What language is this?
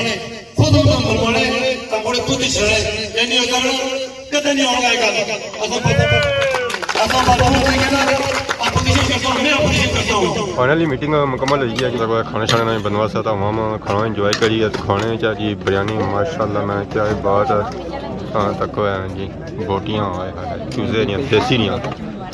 Pahari-Potwari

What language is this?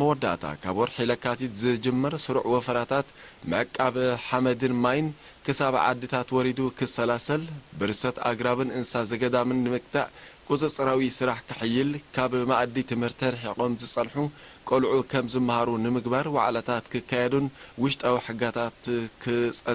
Tigrinya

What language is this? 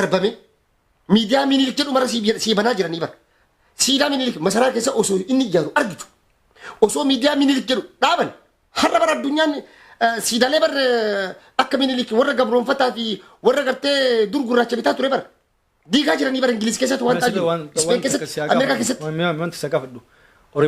Oromo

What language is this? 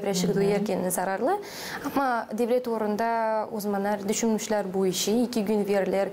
Gagauz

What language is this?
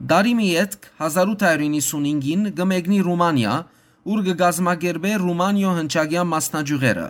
Western Armenian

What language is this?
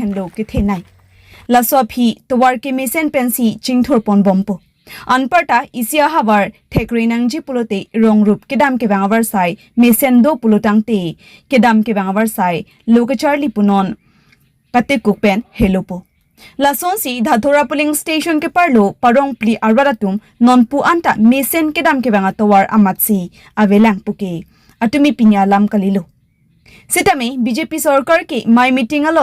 Karbi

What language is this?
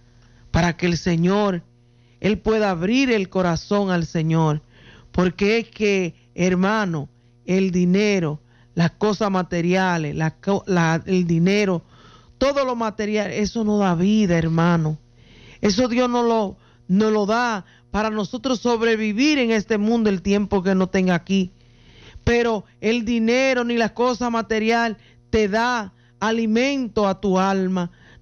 Spanish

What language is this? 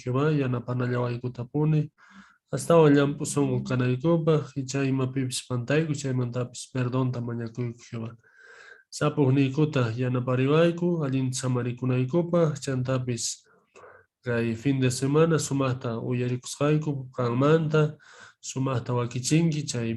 Quechua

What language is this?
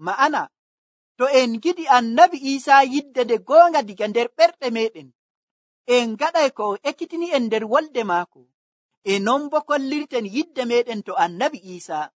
Nigerian Fulfulde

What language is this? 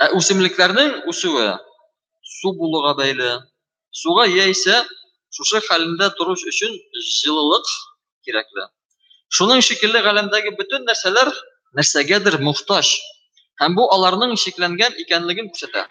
Tatar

